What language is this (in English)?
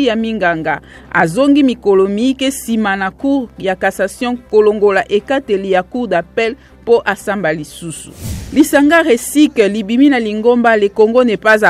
Lingala